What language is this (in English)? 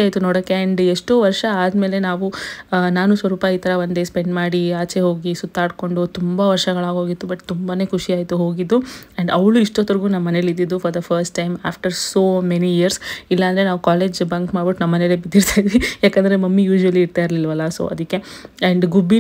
Kannada